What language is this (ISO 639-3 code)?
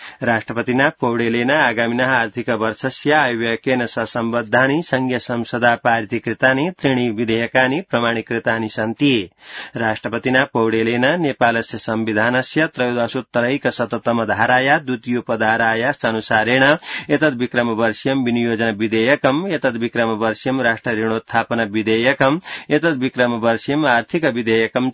san